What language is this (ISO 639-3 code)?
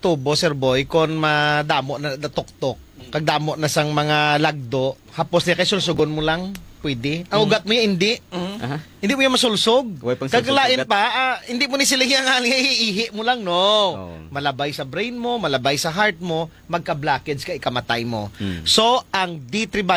hil